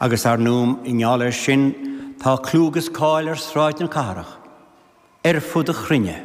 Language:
Irish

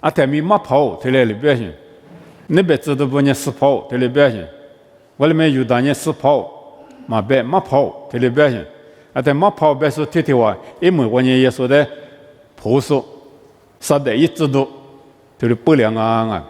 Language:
Lisu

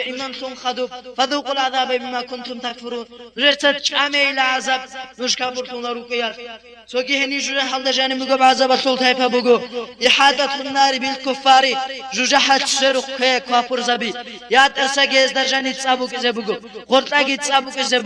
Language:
Avaric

